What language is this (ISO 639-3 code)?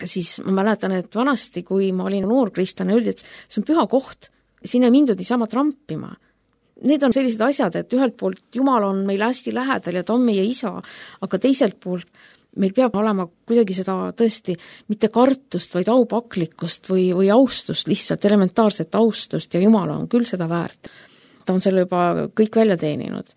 est